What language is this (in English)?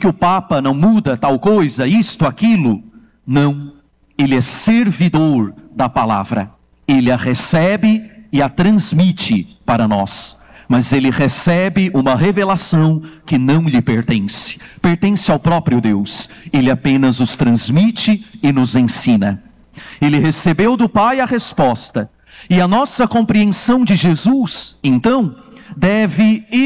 Portuguese